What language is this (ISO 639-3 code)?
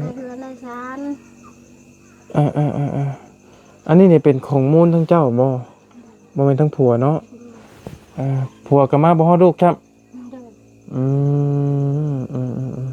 lao